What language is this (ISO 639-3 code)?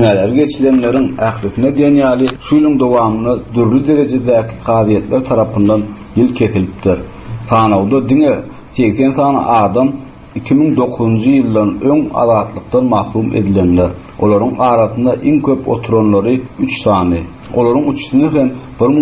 tuk